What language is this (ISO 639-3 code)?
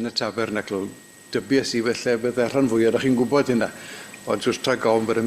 cym